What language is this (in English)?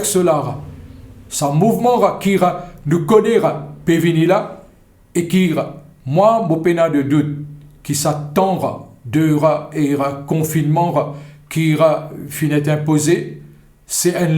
Morisyen